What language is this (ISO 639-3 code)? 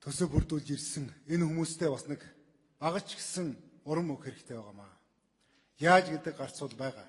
mon